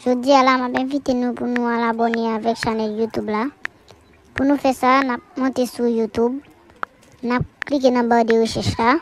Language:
Haitian Creole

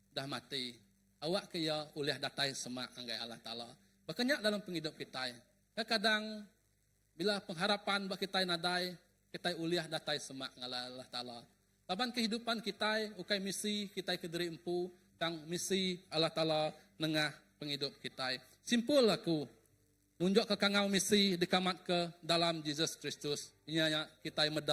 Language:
Iban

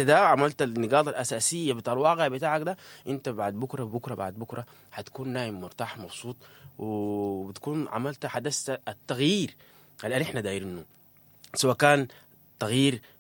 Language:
Sudanese Arabic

